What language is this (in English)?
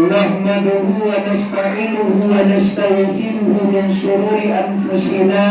Minangkabau